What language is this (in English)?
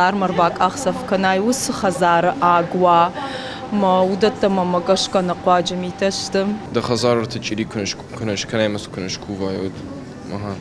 Ossetic